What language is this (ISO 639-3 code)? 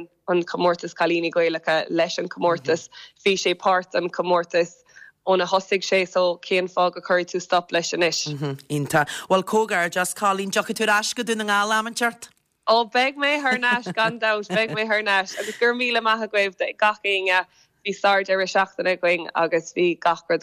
gle